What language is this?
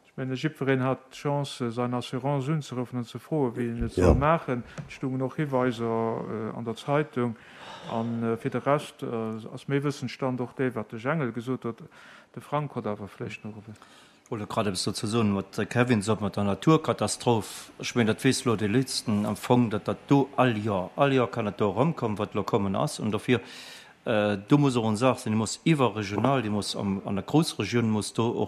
Luxembourgish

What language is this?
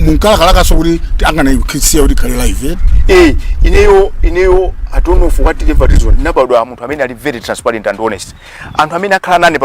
Nyanja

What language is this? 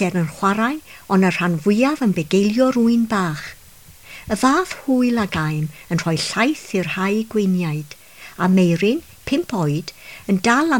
Welsh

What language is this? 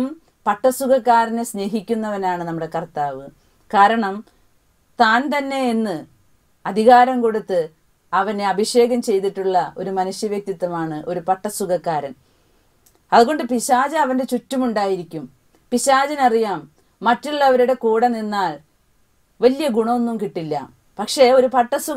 Malayalam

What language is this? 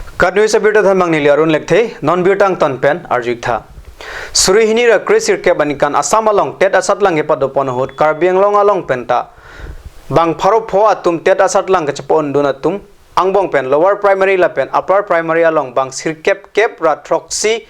Karbi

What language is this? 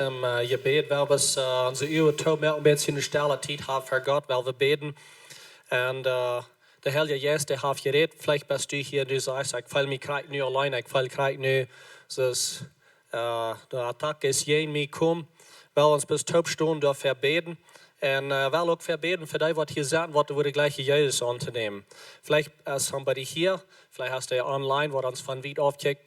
Plautdietsch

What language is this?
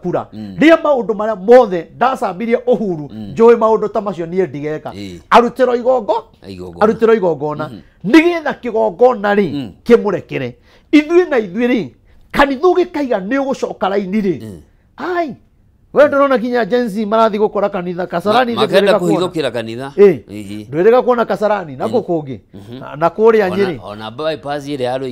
Kikuyu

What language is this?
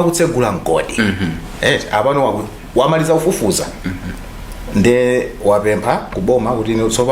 Nyanja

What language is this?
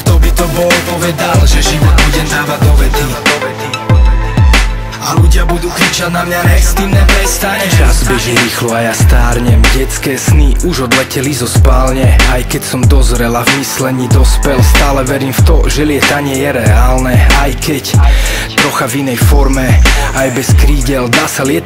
Slovak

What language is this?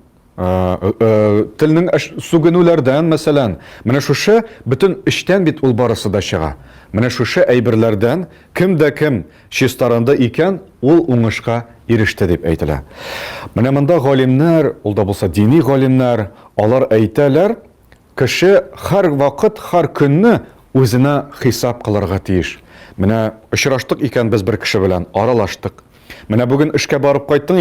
Tatar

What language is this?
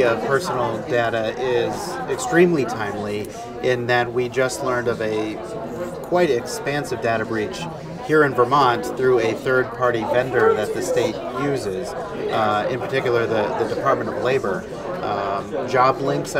English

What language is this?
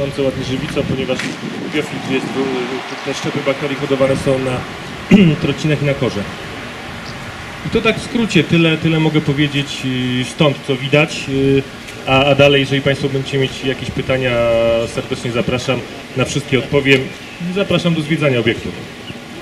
Polish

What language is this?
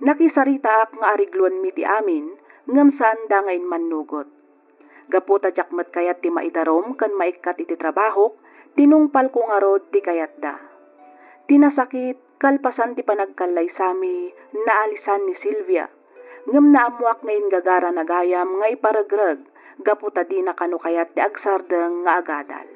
Iloko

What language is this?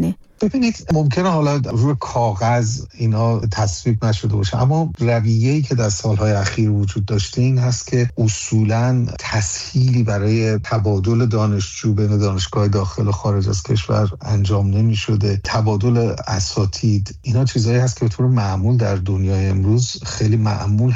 Persian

